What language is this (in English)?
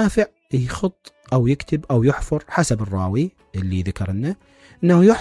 Mesopotamian Arabic